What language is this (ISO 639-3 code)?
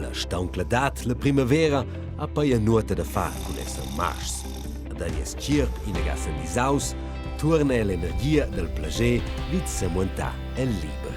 roh